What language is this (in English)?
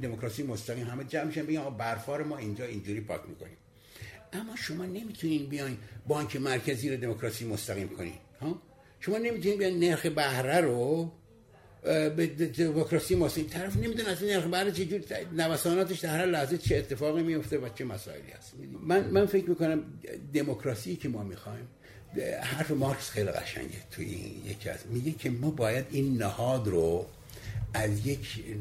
Persian